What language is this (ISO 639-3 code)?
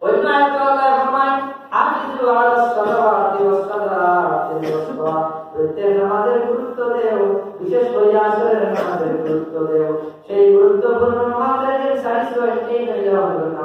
syl